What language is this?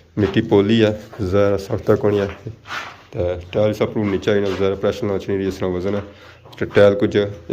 Pahari-Potwari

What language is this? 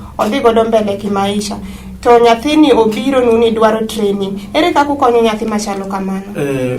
Luo (Kenya and Tanzania)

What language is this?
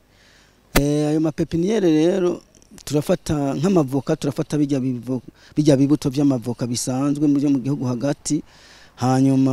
Rundi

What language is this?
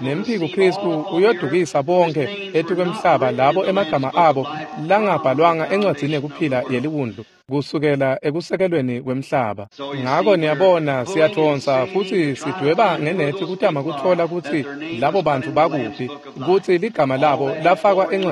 Swati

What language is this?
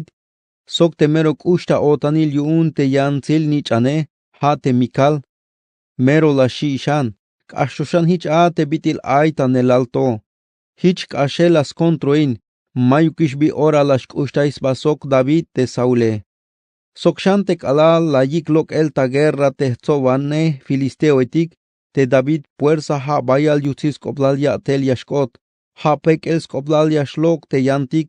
Tzeltal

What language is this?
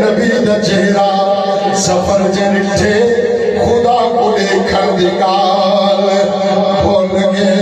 Saraiki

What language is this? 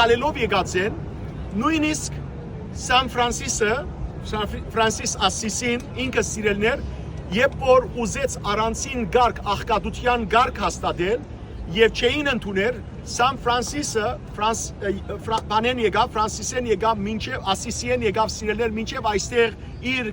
Western Armenian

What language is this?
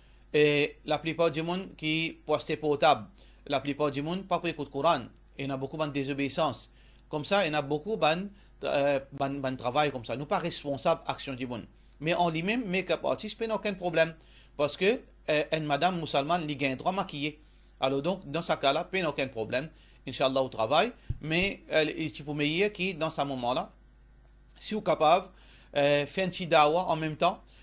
Morisyen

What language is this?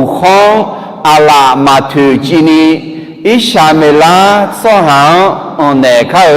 Akha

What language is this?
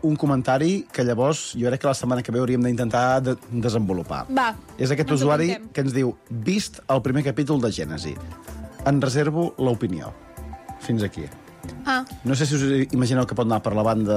Catalan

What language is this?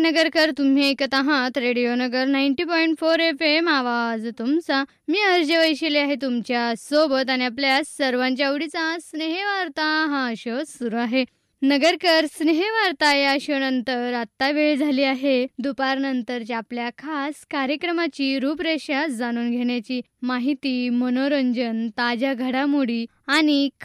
Marathi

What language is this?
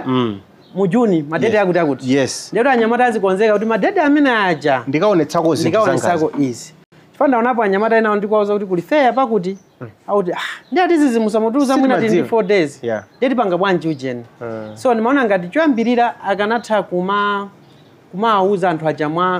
Nyanja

